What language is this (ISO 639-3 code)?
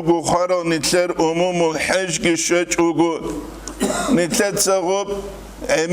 ava